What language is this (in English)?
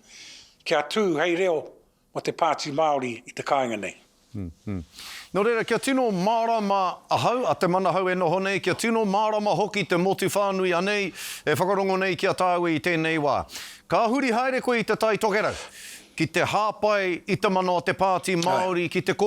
Māori